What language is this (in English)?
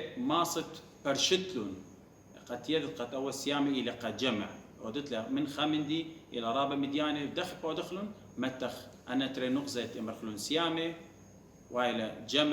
Assyrian Neo-Aramaic